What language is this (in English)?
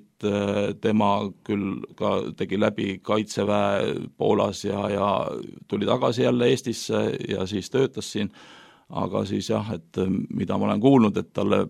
Estonian